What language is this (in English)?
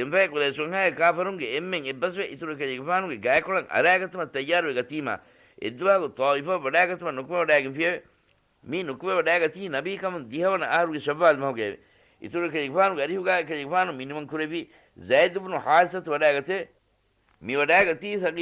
Divehi